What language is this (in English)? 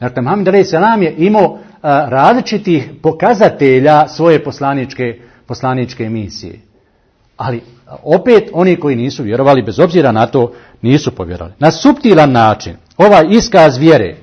Bosnian